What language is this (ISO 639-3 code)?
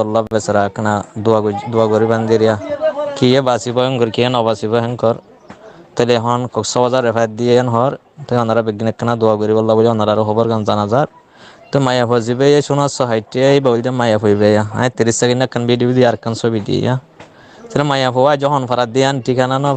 rhg